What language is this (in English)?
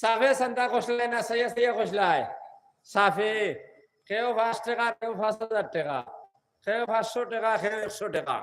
Sylheti